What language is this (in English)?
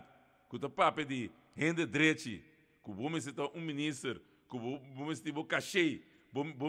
Papiamento